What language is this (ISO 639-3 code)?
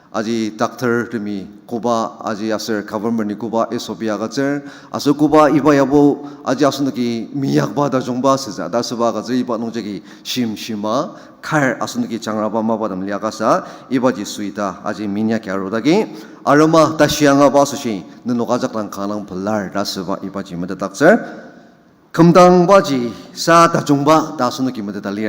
njo